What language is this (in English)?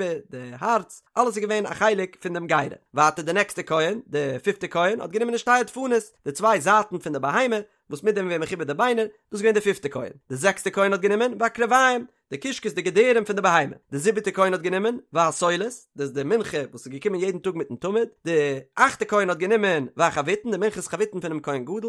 Yiddish